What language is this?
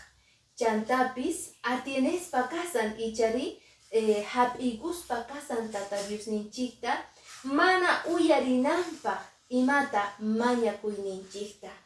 Quechua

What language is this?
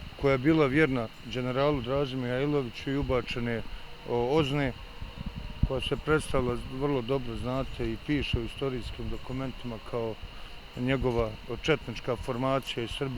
Bosnian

